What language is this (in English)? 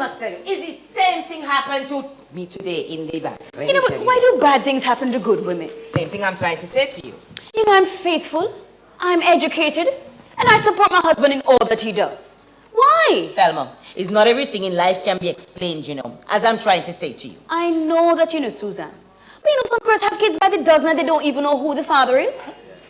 Jamaican Creole English